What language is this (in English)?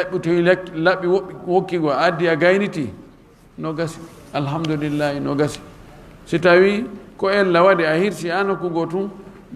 Fula